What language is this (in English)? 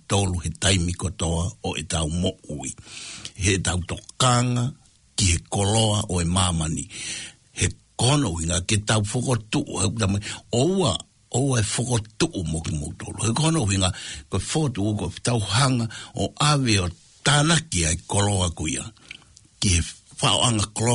Tongan